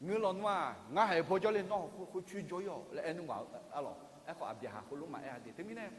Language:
Akha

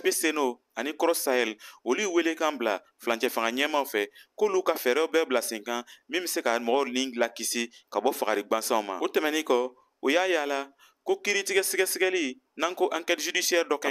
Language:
Bambara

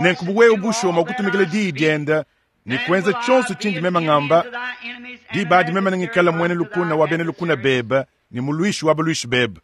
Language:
Luba-Lulua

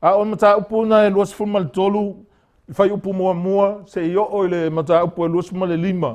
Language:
Samoan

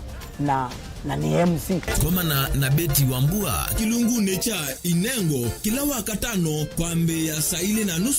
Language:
Kamba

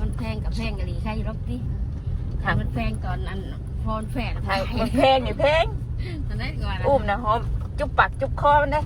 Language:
Northeastern Thai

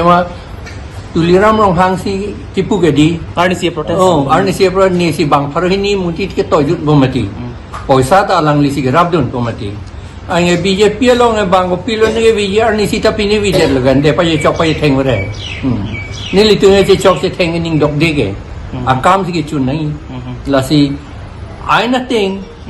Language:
Karbi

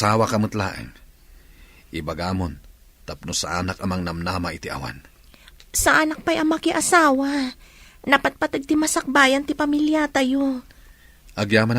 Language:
Iloko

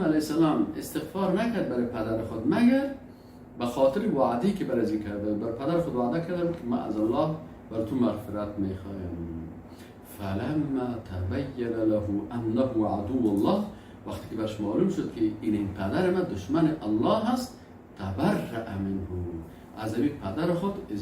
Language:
Persian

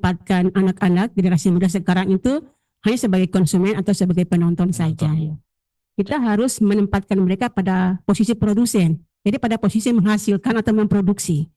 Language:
Indonesian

